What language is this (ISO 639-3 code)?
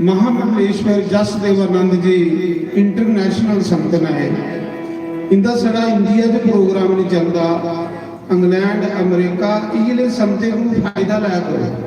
doi